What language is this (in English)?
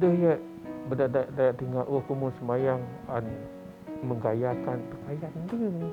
Biatah Bidayuh